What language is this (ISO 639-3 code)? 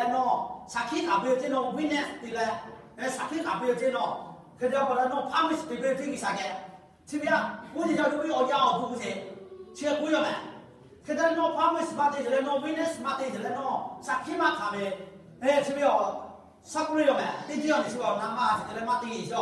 lhu